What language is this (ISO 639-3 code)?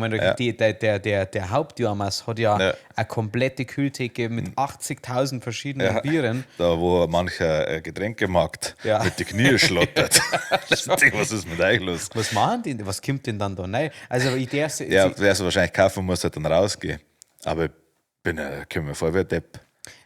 bar